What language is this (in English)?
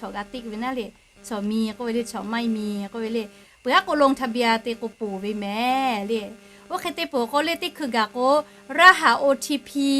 Lahu